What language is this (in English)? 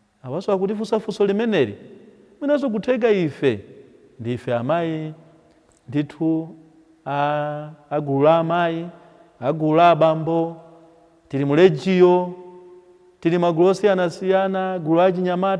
Nyanja